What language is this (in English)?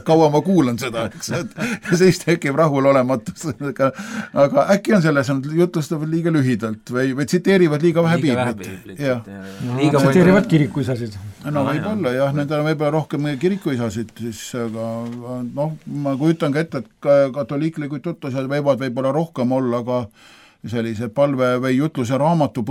Estonian